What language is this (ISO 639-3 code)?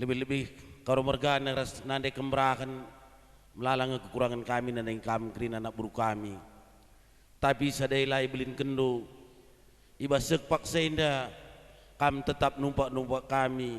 btx